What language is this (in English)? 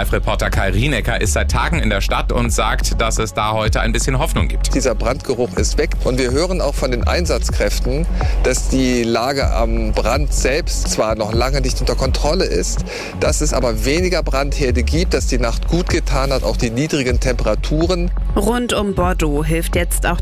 German